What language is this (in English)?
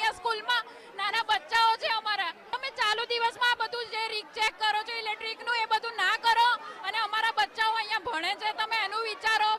Gujarati